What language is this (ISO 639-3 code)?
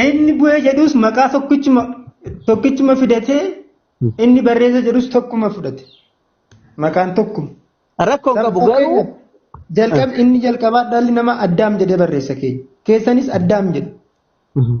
orm